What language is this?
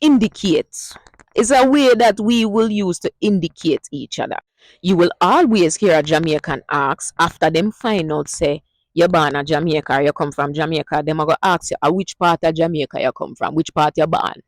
Jamaican Creole English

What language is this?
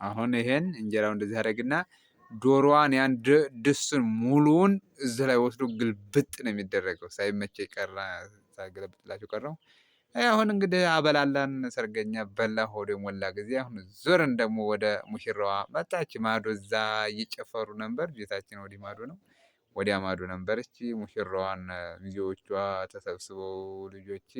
Amharic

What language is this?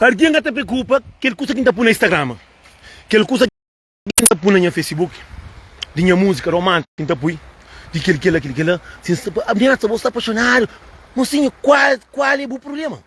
Kabuverdianu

